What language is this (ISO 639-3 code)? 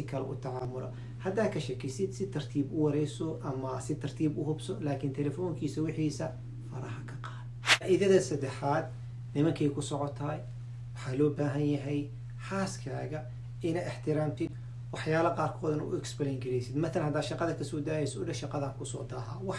som